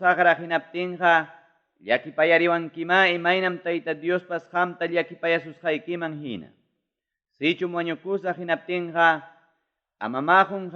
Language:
Ayacucho Quechua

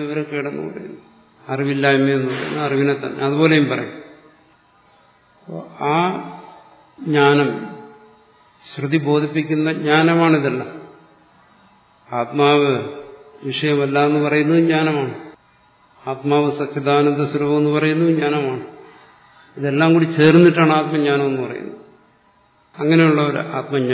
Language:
Malayalam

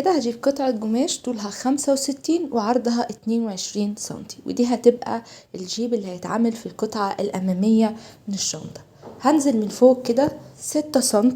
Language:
Egyptian Arabic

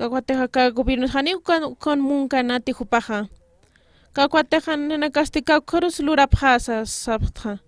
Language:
Aymara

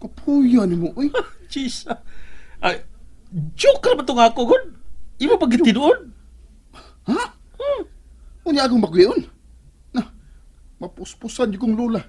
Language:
Cebuano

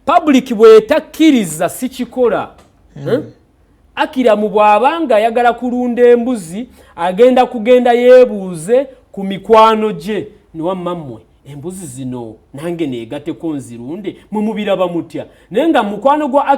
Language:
Ganda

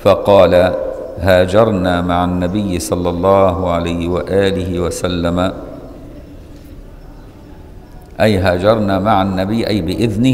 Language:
Arabic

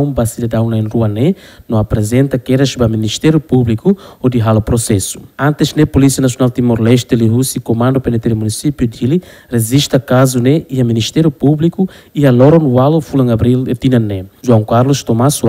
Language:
Tetum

